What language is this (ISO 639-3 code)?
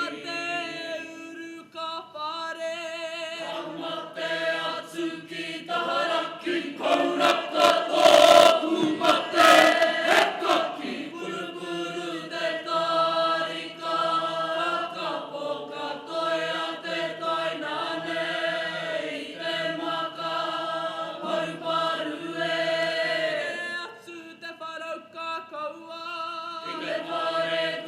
mri